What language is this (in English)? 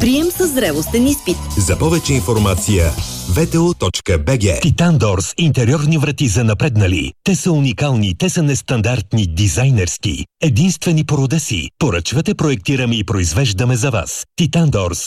Bulgarian